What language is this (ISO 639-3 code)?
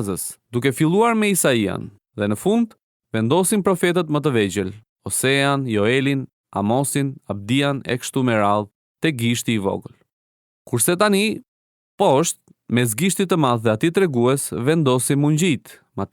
sqi